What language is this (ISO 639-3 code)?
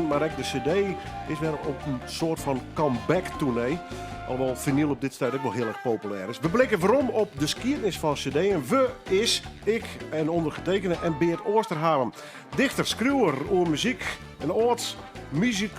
fry